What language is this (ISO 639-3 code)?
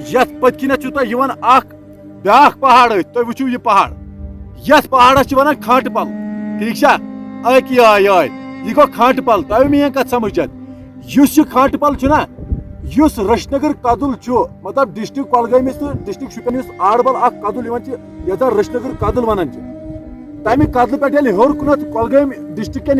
kas